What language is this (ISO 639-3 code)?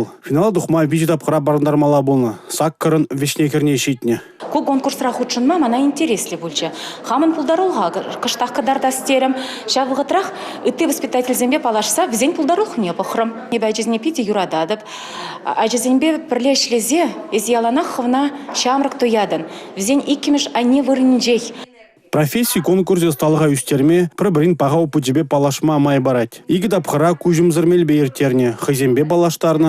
chv